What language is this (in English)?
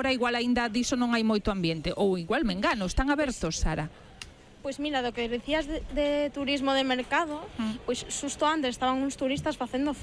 Galician